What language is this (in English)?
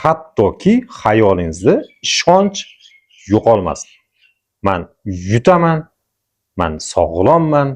Uzbek